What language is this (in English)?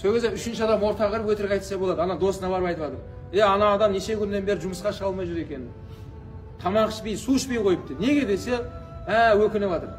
Kazakh